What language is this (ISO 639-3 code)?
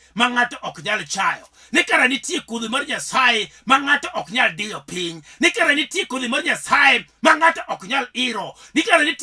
luo